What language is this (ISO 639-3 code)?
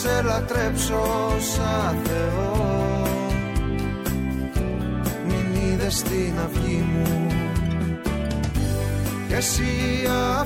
ell